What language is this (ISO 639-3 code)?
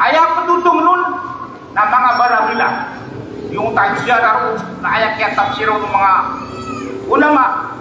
mrw